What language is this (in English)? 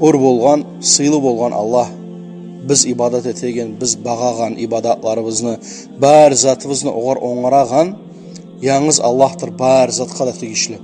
Kumyk